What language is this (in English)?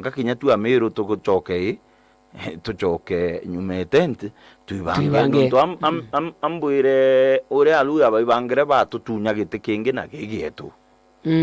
Meru